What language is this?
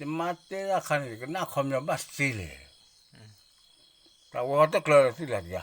S'gaw Karen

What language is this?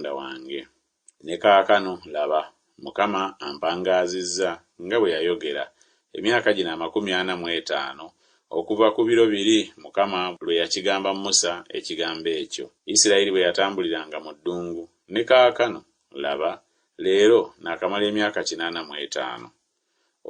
Ganda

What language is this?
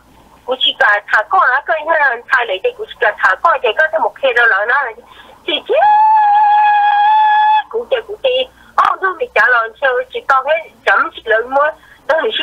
Vietnamese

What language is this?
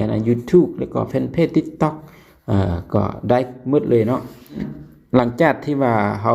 Lao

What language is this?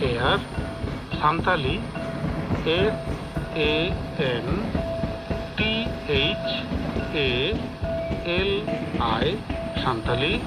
Santali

